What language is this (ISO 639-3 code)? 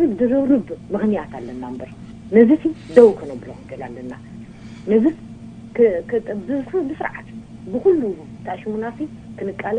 tir